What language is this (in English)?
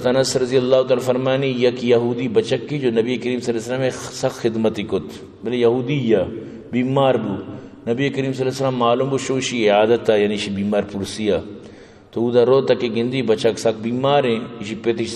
Eastern Balochi